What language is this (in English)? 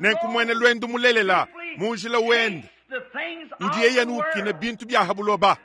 Luba-Lulua